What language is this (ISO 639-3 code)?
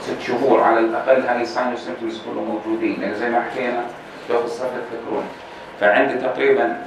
apc